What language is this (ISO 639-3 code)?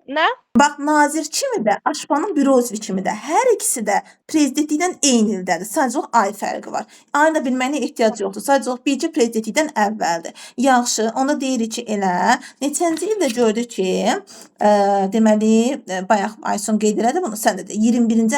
aze